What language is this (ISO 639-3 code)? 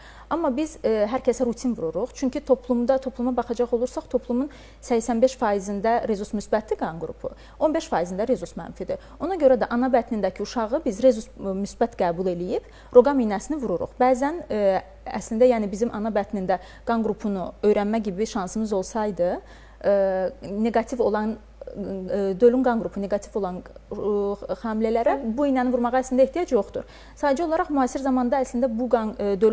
aze